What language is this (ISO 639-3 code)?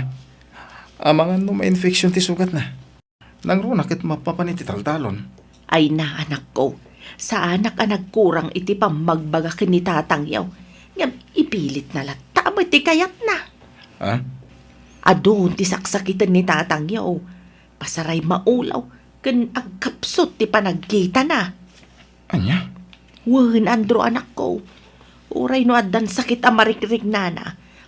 ilo